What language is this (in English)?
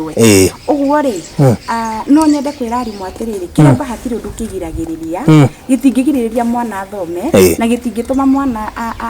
Kikuyu